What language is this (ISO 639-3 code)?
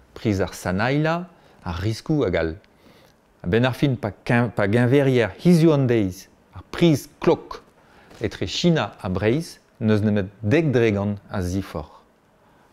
bre